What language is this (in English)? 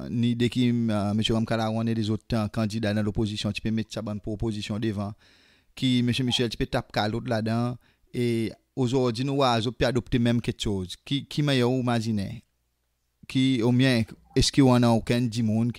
Seselwa Creole French